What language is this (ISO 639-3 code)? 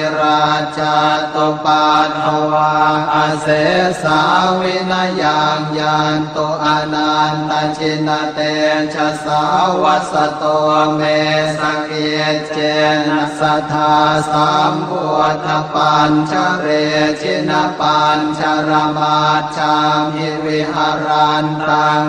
pli